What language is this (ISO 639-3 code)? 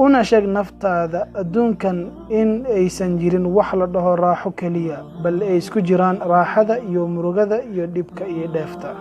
som